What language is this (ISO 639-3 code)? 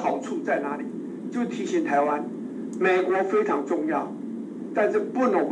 zho